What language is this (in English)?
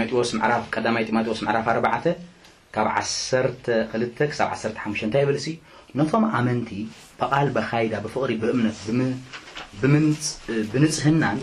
Tigrinya